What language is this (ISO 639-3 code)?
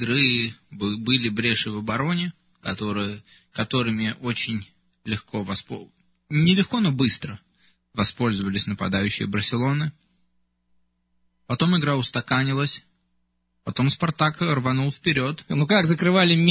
rus